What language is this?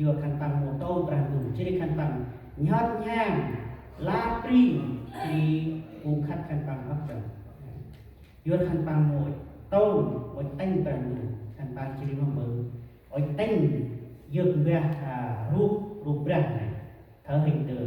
Central Mnong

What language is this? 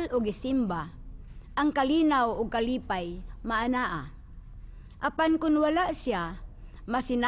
Cebuano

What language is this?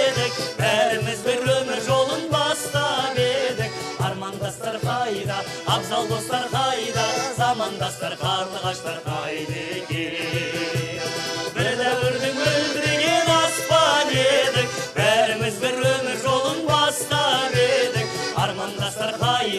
Kazakh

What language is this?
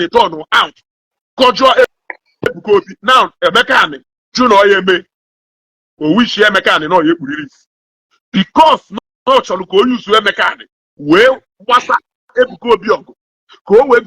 Igbo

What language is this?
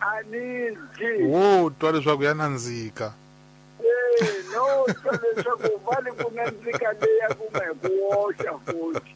Tsonga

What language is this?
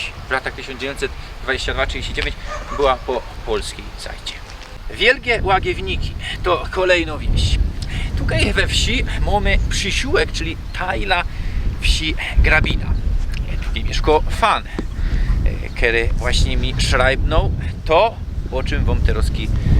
Silesian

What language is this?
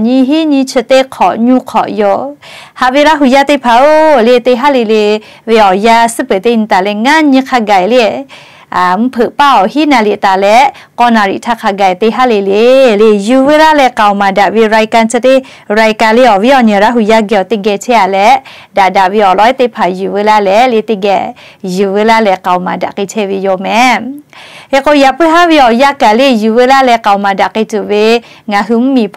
Lahu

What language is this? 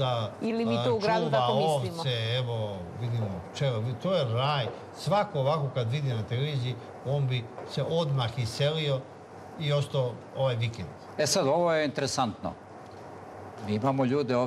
Serbian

